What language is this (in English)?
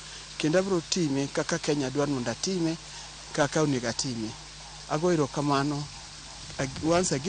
Luo (Kenya and Tanzania)